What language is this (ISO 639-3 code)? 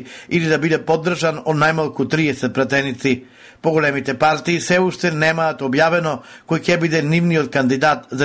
mkd